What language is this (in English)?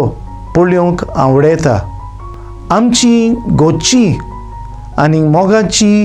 Konkani